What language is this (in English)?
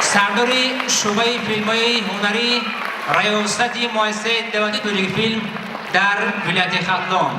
Tajik